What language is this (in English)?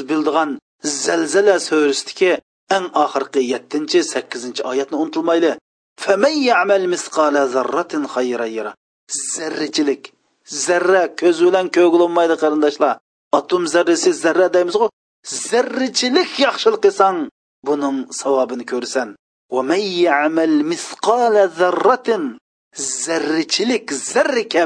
Uyghur